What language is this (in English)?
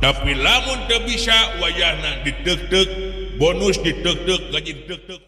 Sundanese